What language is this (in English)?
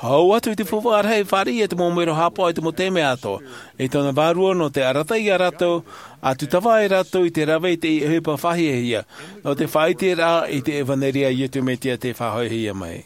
Tahitian